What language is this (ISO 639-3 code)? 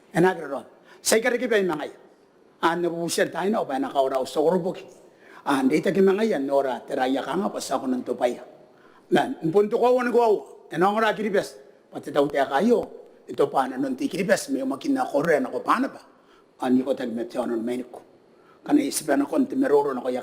gil